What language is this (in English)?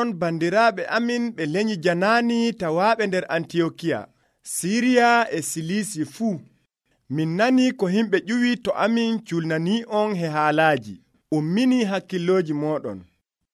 Nigerian Fulfulde